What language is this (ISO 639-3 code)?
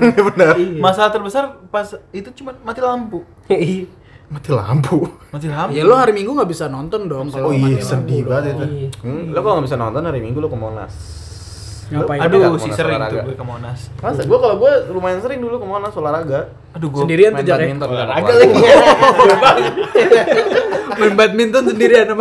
ind